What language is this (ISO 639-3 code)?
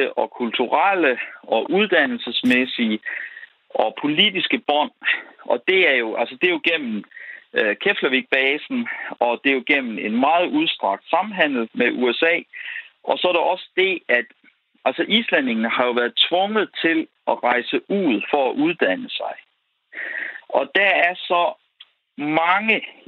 dan